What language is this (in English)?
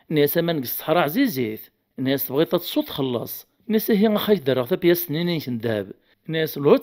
Kabyle